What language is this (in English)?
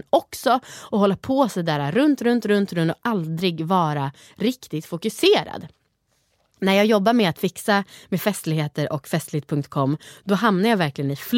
Swedish